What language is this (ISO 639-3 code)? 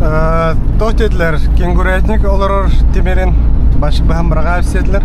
sah